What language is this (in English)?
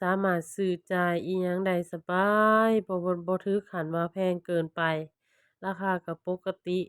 Lao